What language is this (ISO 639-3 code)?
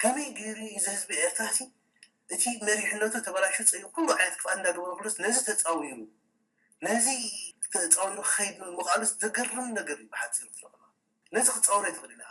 tir